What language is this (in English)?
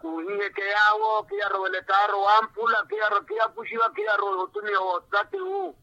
Makhuwa